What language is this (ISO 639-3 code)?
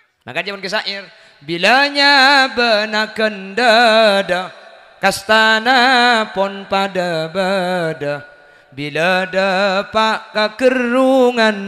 mad